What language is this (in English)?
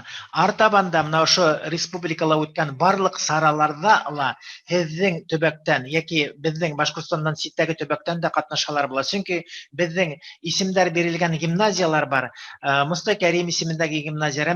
Bashkir